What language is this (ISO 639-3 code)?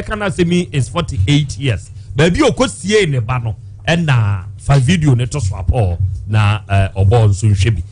aka